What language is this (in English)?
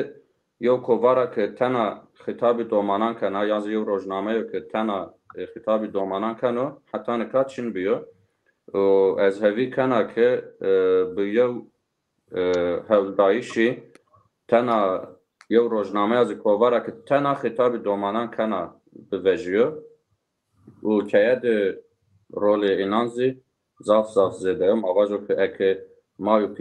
Zaza